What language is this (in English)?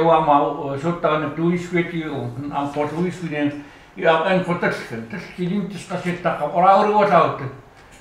Chukot